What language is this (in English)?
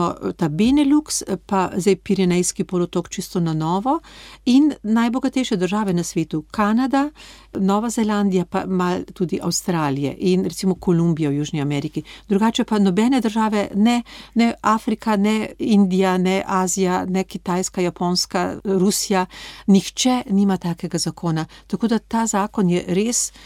Slovenian